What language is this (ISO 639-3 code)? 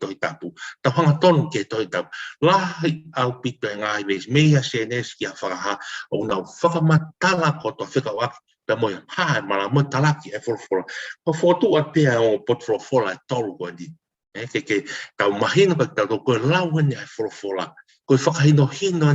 ton